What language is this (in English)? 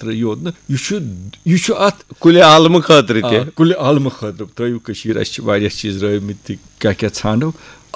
Kashmiri